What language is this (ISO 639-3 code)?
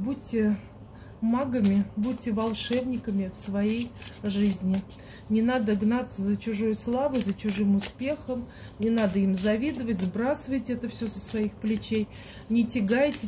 rus